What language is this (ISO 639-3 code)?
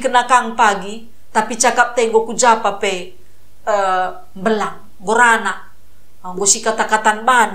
btx